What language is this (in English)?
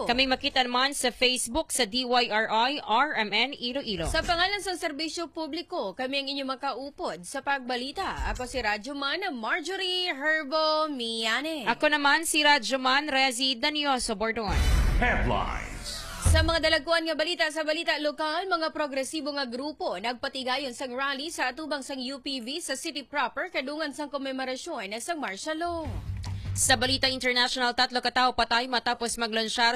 Hiligaynon